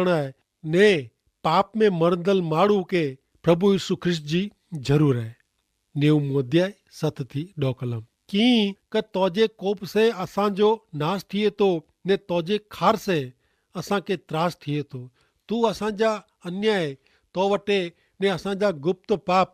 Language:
Kachhi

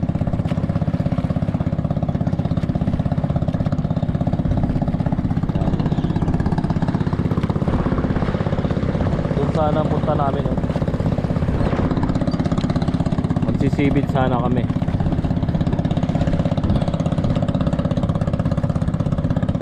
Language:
Filipino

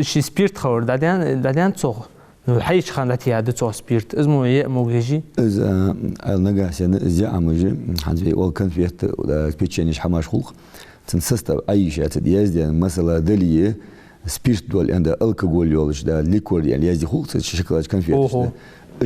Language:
Ingush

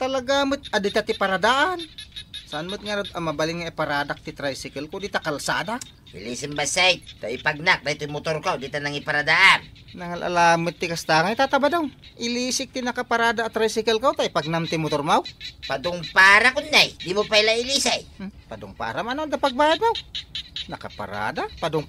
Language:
Iloko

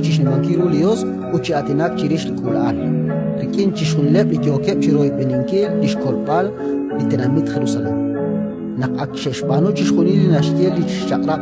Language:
Kekchí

